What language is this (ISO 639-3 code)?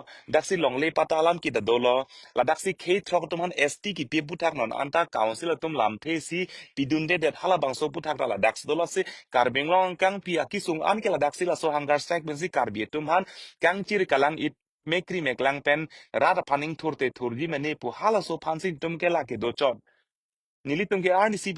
mjw